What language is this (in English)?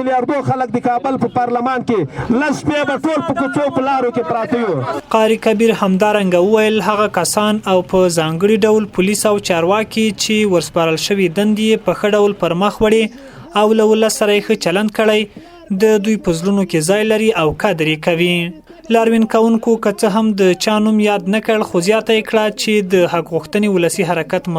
Pashto